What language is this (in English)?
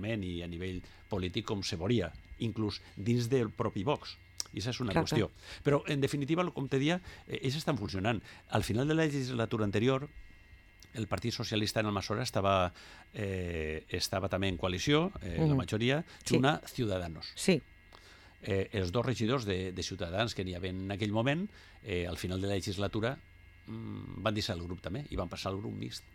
Catalan